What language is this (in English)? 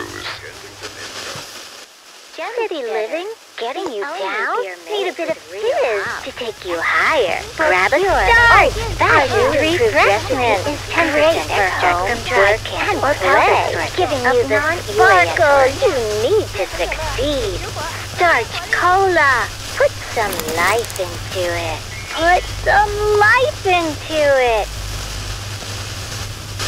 English